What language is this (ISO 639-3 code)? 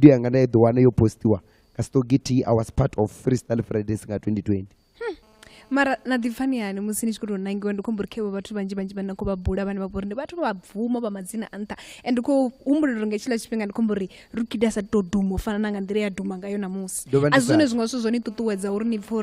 ven